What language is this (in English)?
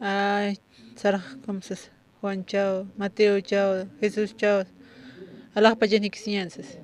Aymara